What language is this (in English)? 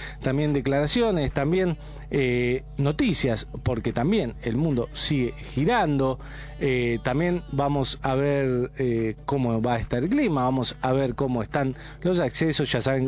Spanish